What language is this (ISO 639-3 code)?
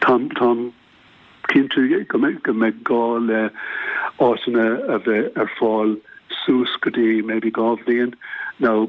gle